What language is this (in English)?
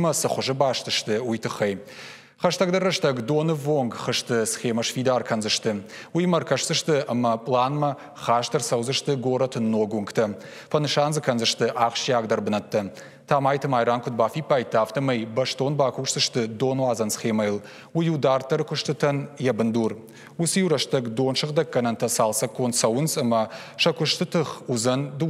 Ossetic